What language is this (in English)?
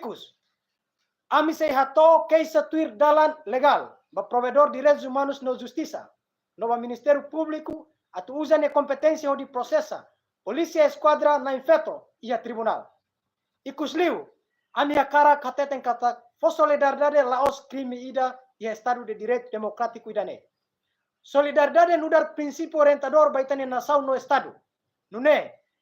Tetum